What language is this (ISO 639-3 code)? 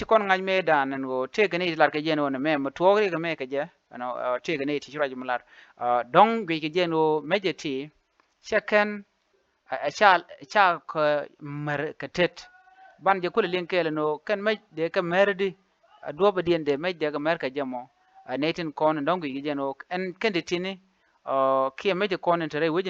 nus